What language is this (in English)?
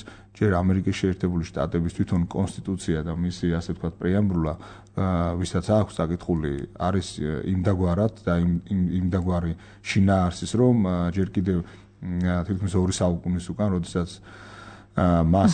Georgian